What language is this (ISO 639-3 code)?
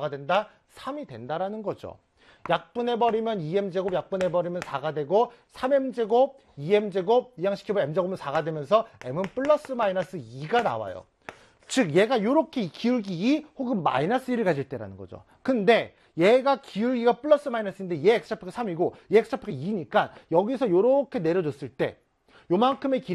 kor